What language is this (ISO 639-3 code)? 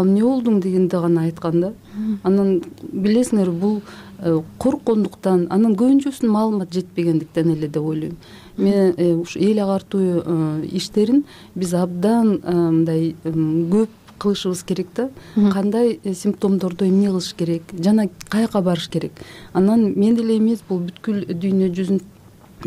kir